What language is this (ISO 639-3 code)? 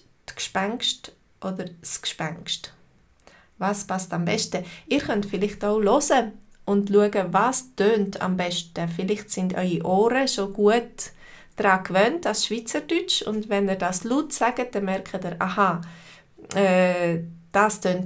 gsw